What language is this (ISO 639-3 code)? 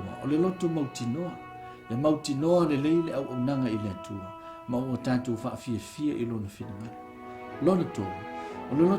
smo